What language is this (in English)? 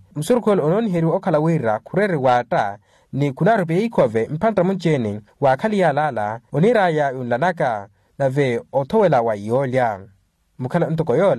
Makhuwa